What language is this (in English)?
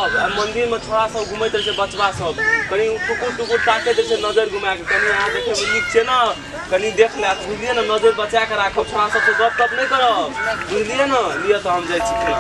Maithili